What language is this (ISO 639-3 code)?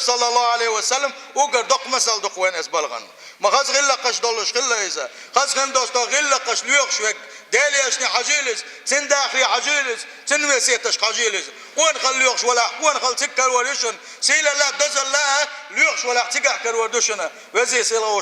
che